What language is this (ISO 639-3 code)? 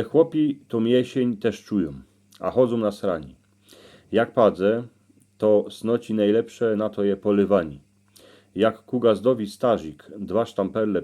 szl